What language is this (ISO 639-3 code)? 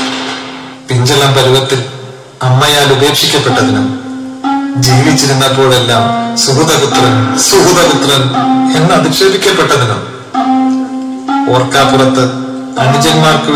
mal